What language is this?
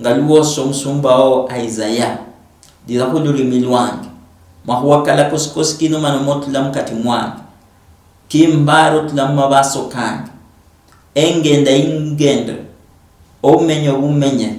Luyia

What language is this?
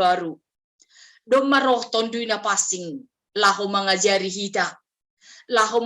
Batak Simalungun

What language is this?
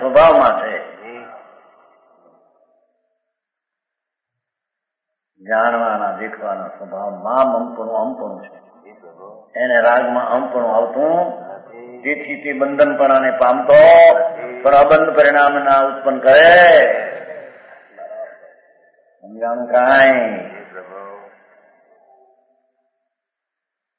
Gujarati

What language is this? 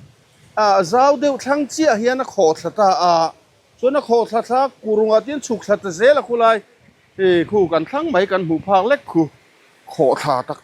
Mizo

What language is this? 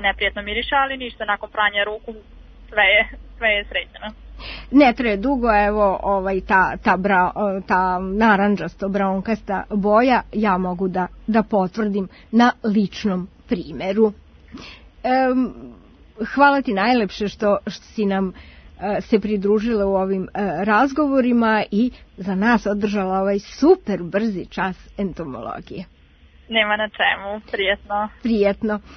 Serbian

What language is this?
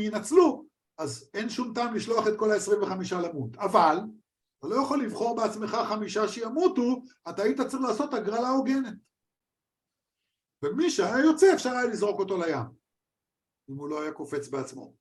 Hebrew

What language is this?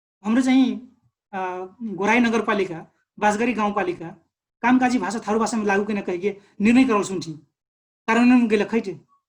Dangaura Tharu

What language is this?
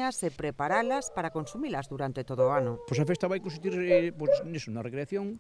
Galician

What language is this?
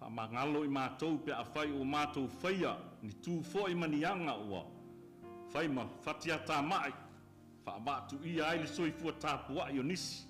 Samoan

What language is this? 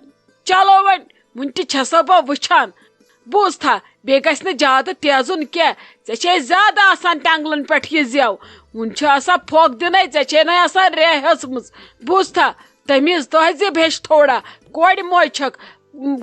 Kashmiri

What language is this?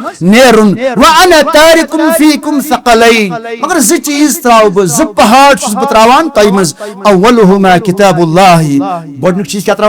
Kashmiri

